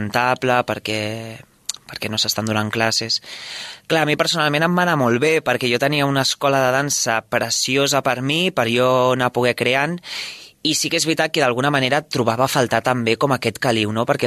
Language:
Catalan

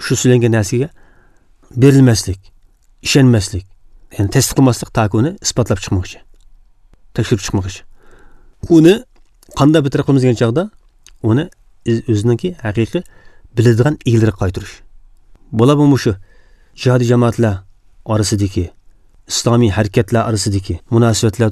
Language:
Uyghur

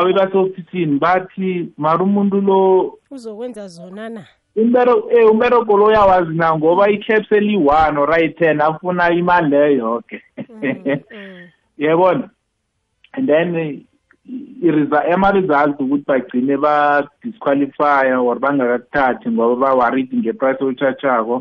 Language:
South Ndebele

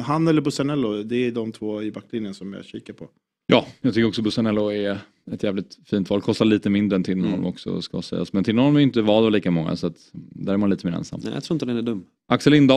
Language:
Swedish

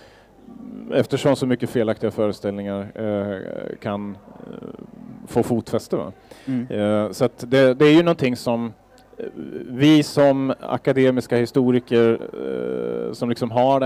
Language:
Swedish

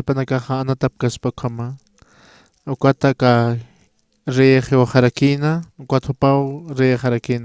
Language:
Aymara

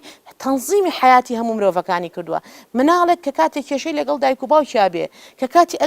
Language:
Central Kurdish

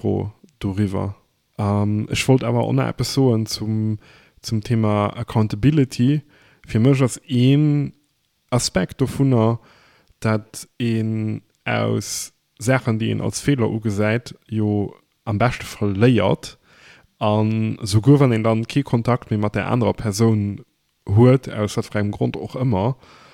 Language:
Luxembourgish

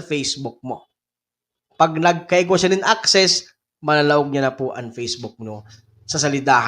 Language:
Bikol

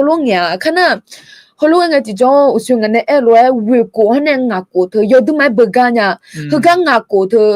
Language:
Akha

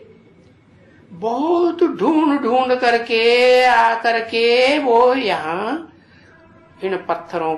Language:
Hindi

